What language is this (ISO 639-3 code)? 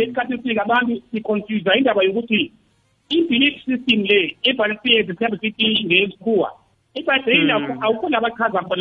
nbl